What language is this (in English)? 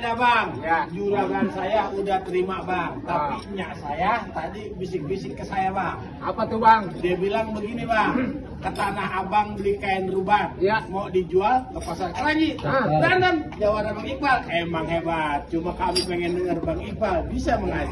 Betawi